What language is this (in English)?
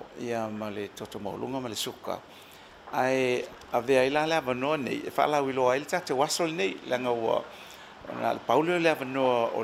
Samoan